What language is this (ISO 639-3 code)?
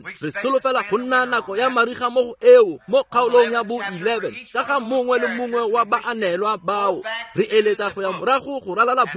tsn